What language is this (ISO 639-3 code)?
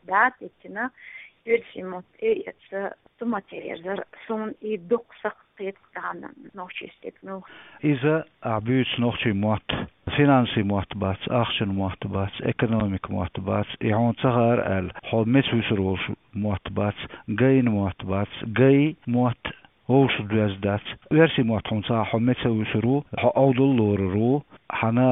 che